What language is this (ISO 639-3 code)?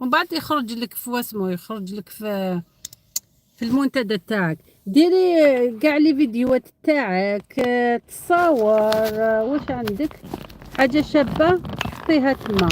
arq